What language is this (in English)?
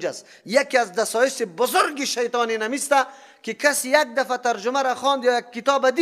Persian